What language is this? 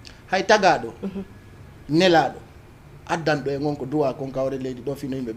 Fula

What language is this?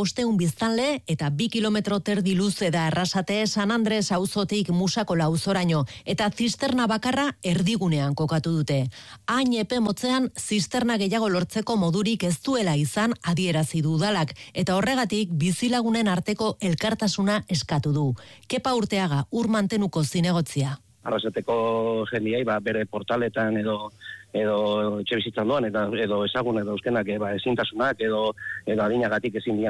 Basque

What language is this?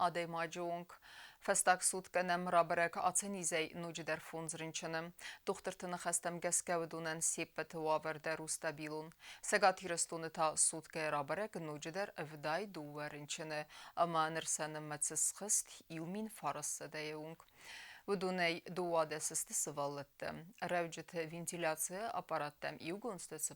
Ossetic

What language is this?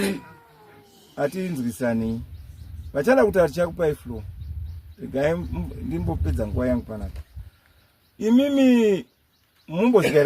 Shona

